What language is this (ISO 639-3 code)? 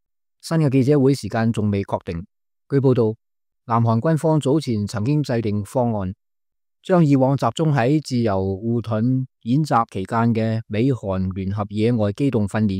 yue